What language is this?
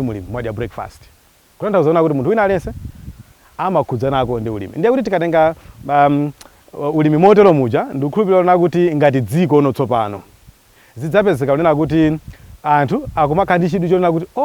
Nyanja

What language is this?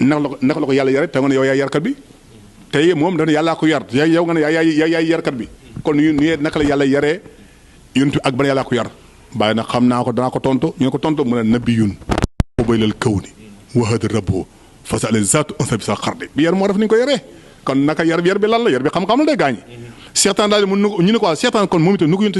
Wolof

